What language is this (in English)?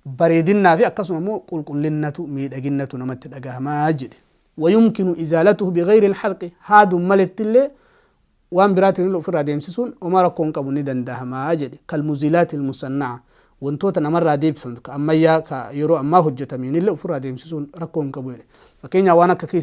Oromo